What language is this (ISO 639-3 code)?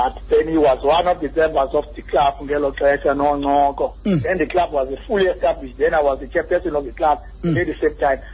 xho